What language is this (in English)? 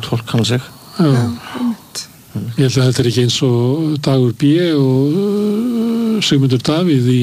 Icelandic